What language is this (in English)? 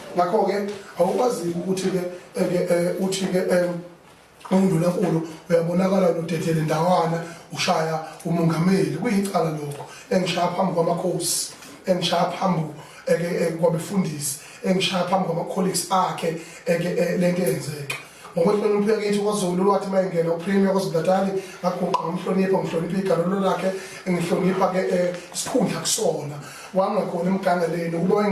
Zulu